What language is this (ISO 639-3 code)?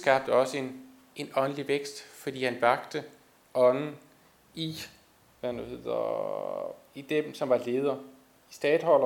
dan